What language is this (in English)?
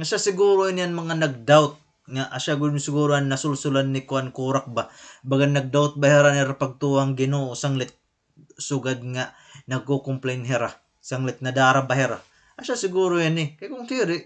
Waray